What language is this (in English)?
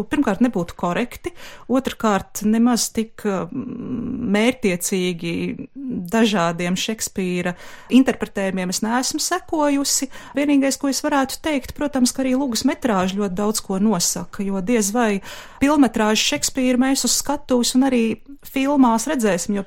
Latvian